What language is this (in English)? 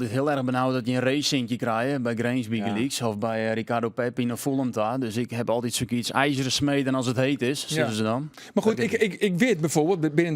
Western Frisian